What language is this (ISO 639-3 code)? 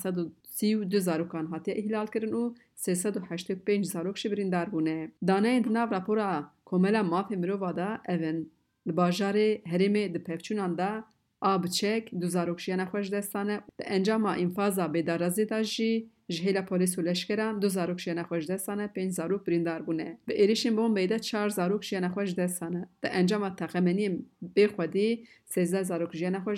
kur